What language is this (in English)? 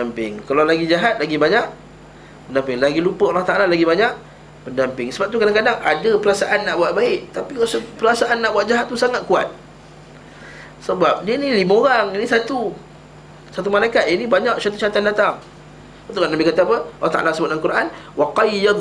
Malay